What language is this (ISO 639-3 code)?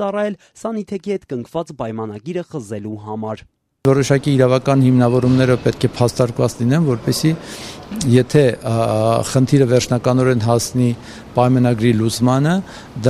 hye